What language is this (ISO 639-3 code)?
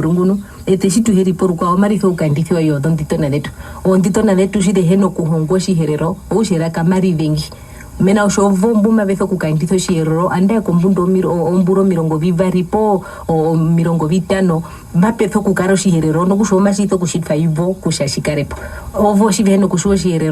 her